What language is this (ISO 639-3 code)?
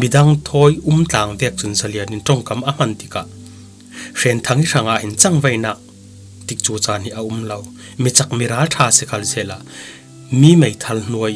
cfm